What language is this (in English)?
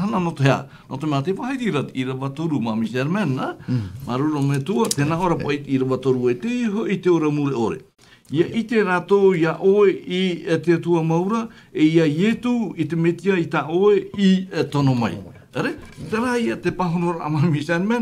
Tahitian